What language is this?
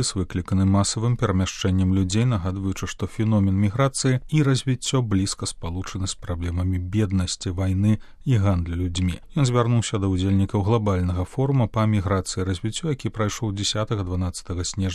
Belarusian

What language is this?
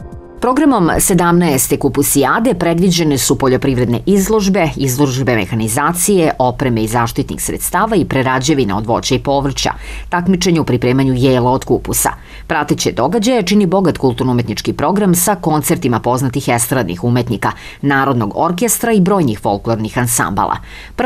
Serbian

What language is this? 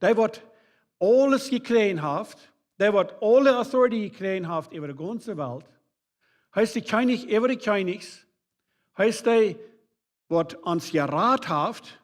Plautdietsch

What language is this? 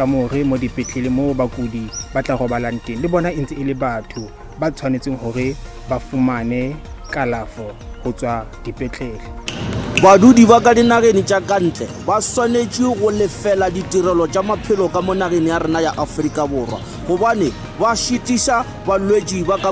Northern Sotho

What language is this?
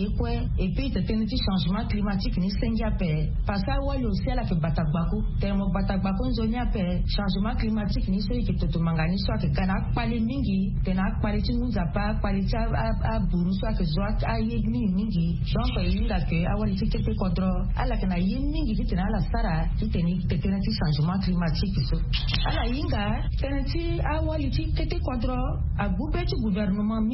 Sango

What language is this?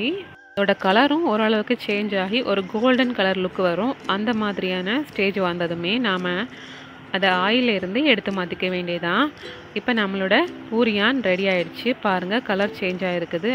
Tamil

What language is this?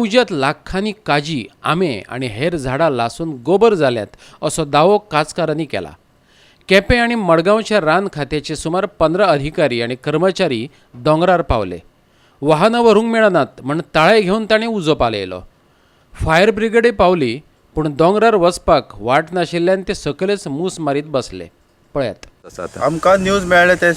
Konkani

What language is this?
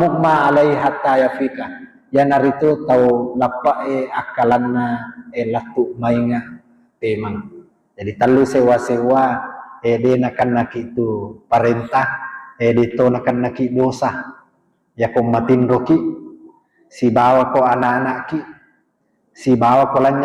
Buginese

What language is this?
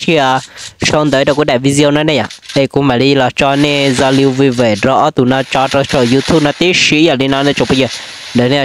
Hmong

